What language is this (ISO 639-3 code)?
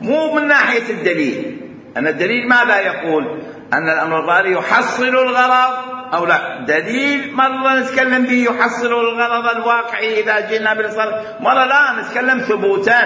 acm